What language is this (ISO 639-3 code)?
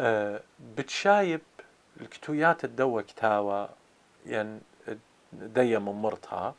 aii